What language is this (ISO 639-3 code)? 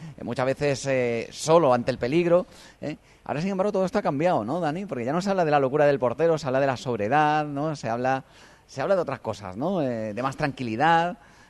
spa